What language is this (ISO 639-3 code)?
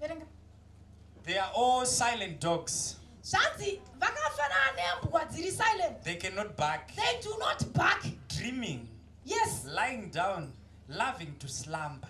sna